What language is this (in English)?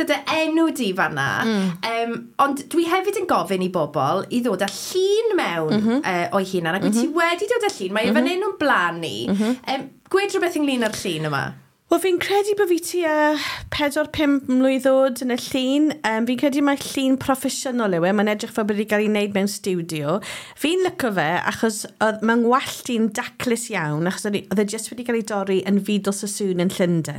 Welsh